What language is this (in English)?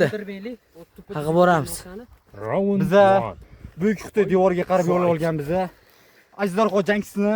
Uzbek